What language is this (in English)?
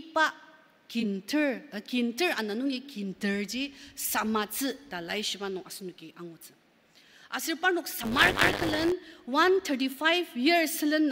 Ao Naga